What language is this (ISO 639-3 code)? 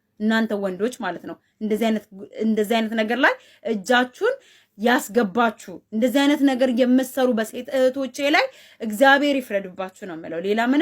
amh